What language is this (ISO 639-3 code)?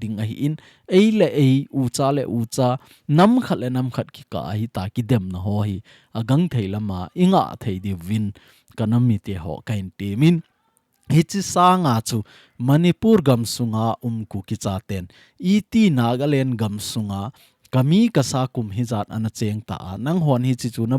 tcz